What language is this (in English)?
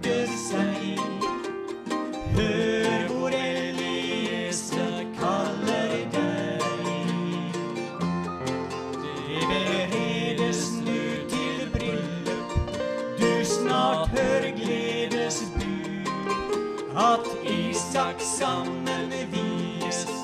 Norwegian